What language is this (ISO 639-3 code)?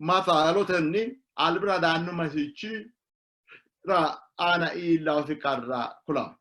sid